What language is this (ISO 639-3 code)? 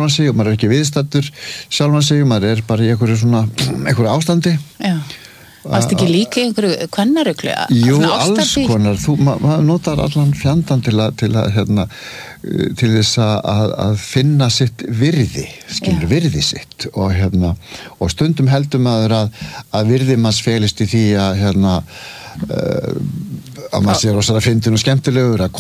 isl